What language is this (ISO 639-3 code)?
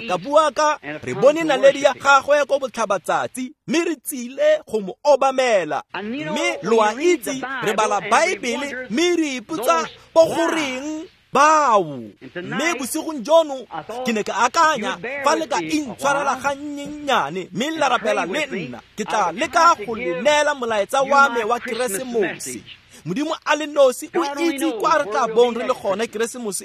tsn